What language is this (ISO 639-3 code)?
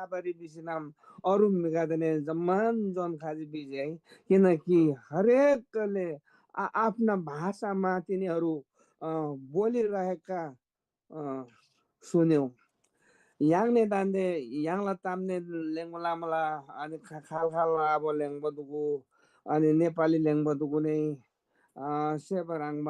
taj